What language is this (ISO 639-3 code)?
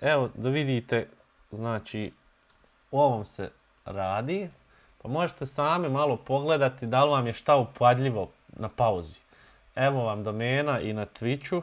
bos